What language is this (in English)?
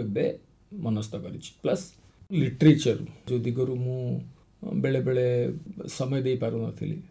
Odia